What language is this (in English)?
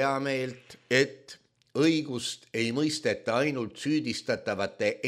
Estonian